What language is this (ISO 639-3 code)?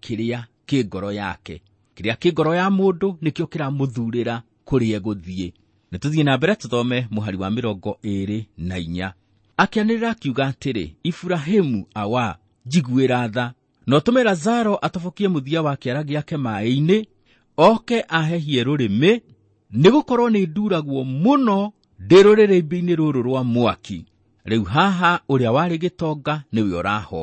kik